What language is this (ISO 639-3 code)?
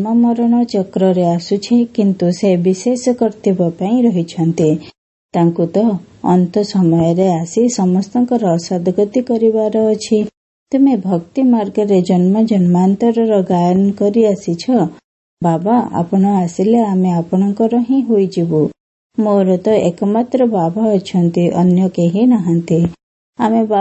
ori